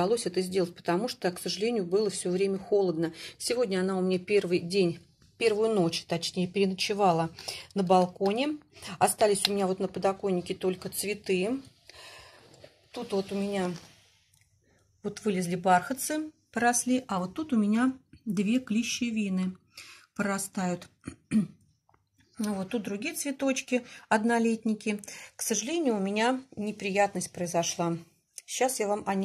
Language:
Russian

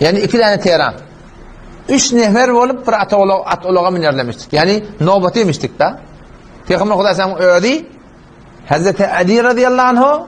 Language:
Turkmen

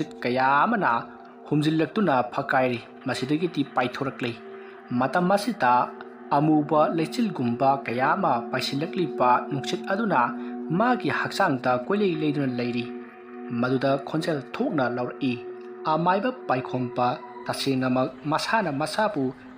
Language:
Manipuri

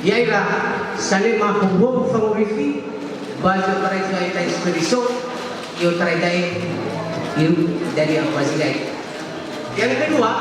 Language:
Nias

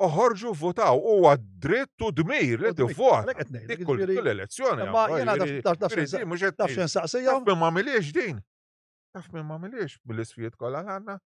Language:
Maltese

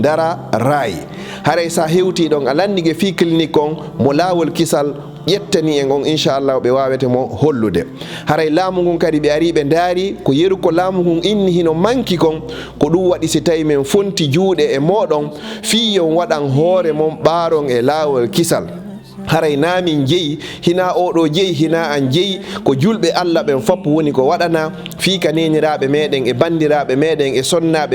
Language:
Fula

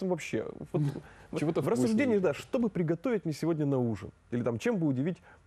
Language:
Russian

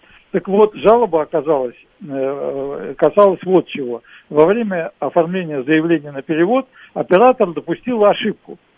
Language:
Russian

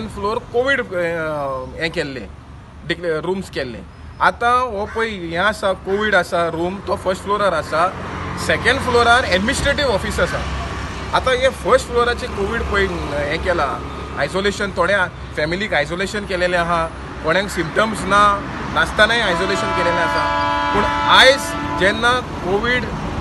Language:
Konkani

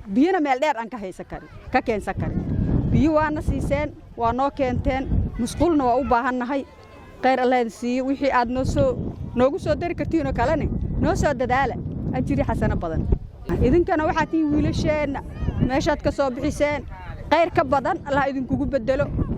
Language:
Somali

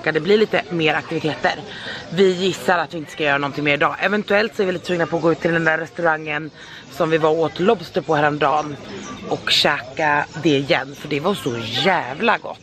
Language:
Swedish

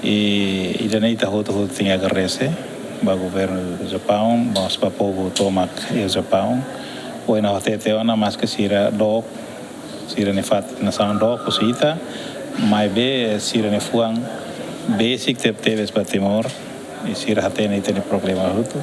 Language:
Tetum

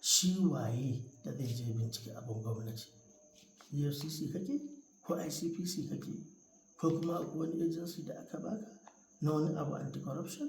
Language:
Hausa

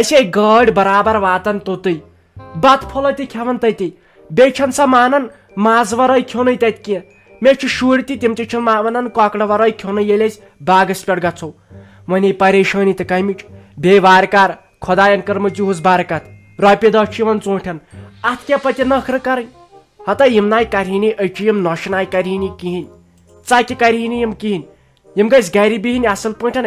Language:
Kashmiri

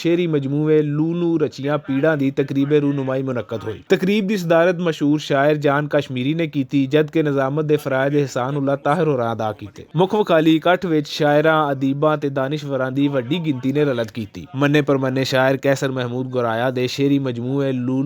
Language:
Western Panjabi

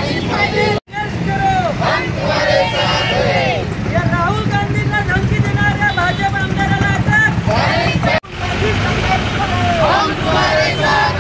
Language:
Marathi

